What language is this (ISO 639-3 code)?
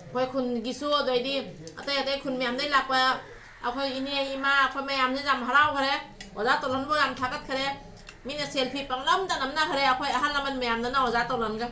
mni